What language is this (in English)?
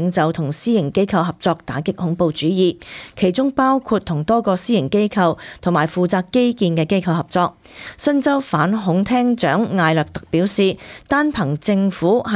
Cantonese